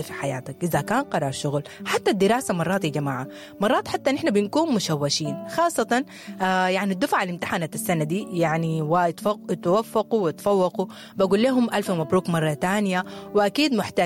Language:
Sudanese Arabic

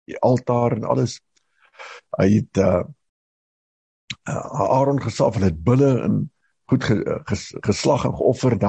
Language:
Afrikaans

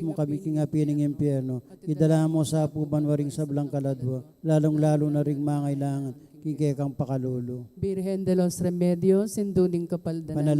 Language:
Pampanga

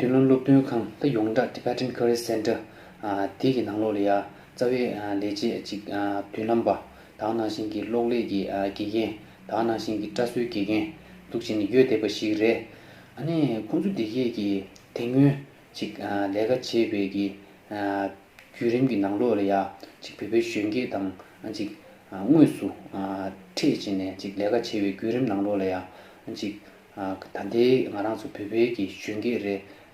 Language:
Tibetan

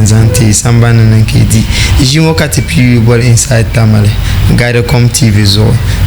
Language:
Dagbani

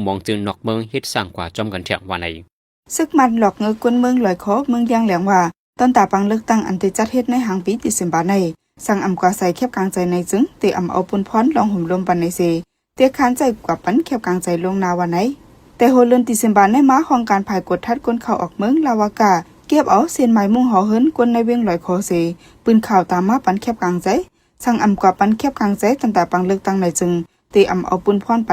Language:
Shan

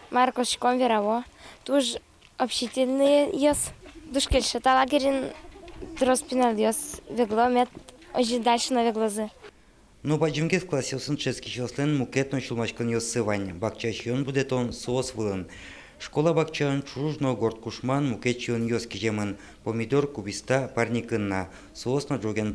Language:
Udmurt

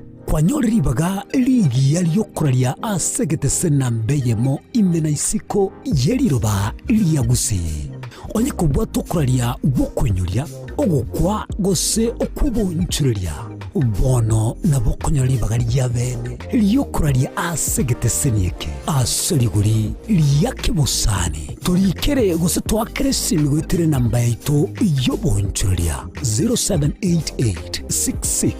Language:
Gusii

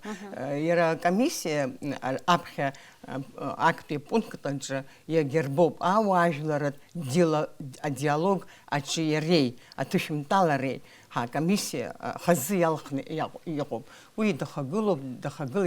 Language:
Abkhazian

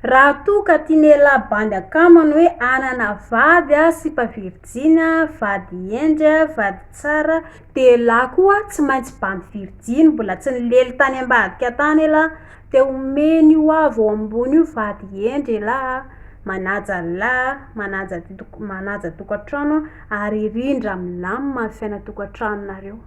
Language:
Malagasy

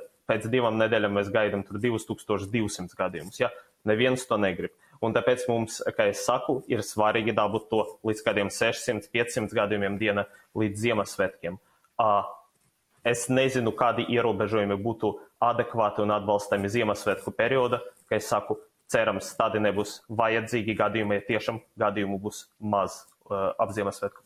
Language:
Latvian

